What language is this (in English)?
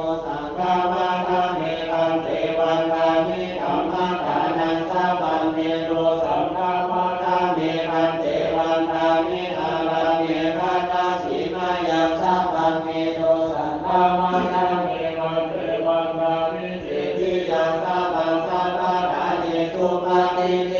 Pali